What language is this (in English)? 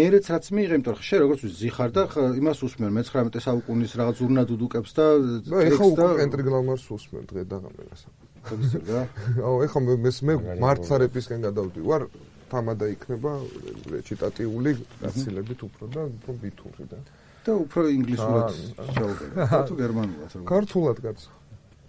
Georgian